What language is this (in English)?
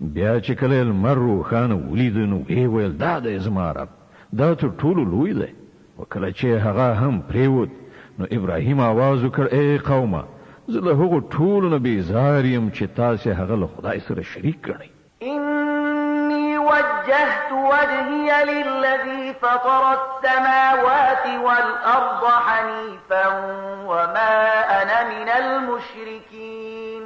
Pashto